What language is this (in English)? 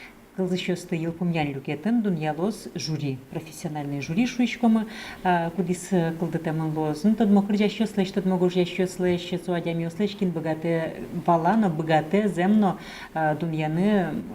Udmurt